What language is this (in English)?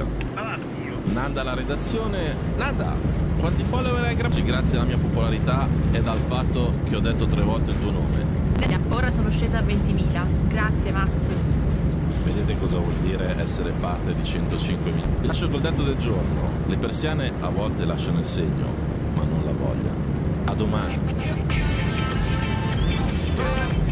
Italian